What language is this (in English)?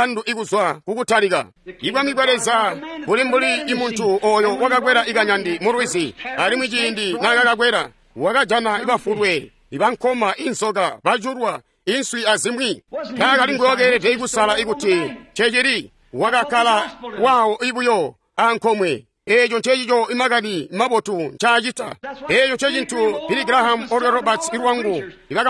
Tonga (Zambia)